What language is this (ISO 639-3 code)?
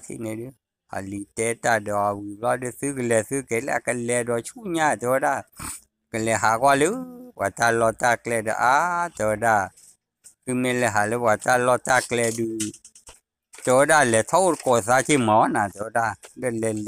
ksw